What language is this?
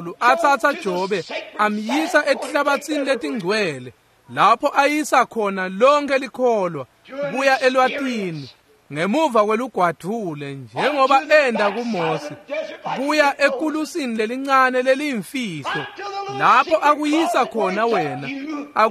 Swati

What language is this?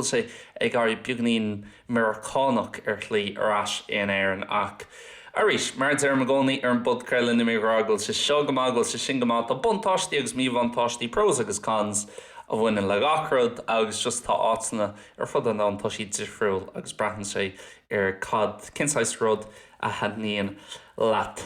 Irish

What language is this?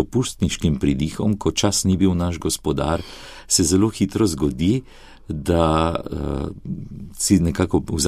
Slovenian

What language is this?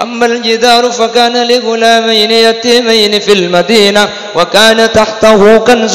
Madurese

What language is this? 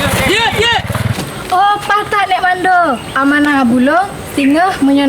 Achinese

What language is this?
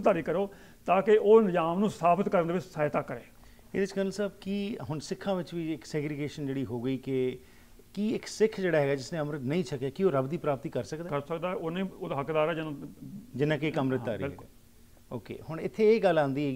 Punjabi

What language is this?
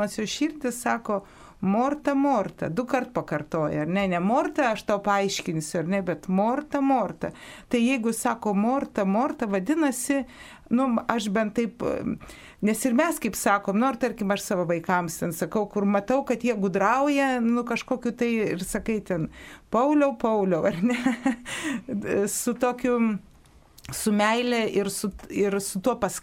Lithuanian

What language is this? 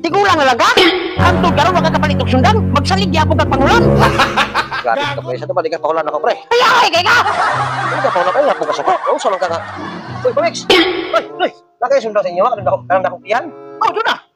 Cebuano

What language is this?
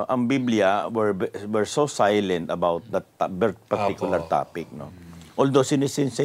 Filipino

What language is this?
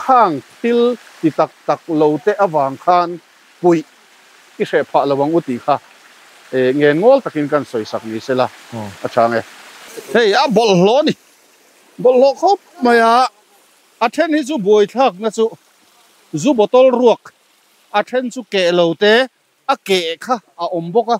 Mizo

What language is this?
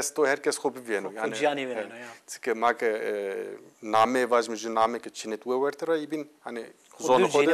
Zaza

